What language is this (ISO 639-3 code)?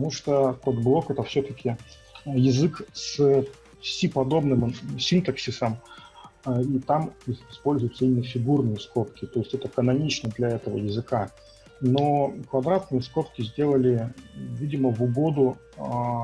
rus